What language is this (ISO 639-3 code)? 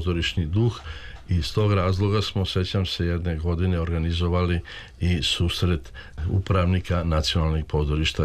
srp